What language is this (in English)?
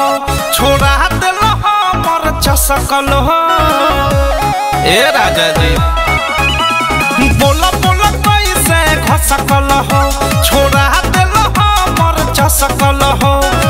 Bhojpuri